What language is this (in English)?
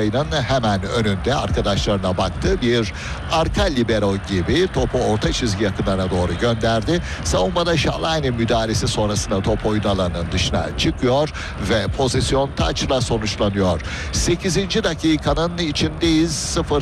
Turkish